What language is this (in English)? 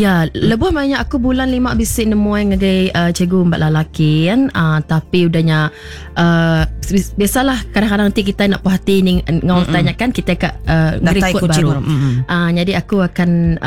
Iban